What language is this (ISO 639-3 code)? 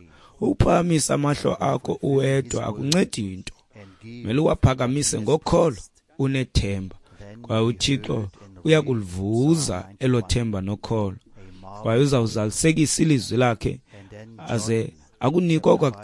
xho